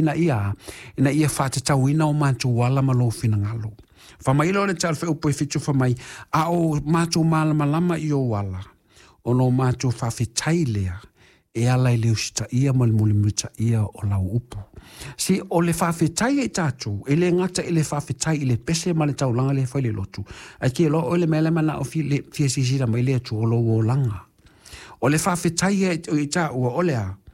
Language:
Samoan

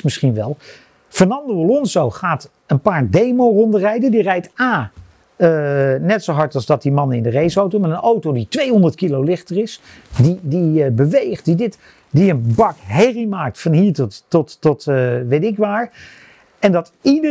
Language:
Dutch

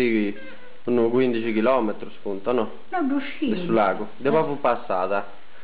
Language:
Sardinian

